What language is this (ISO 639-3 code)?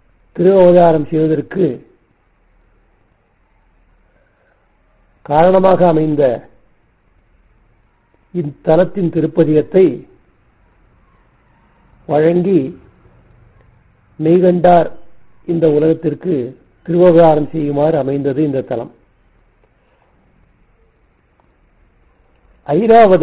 tam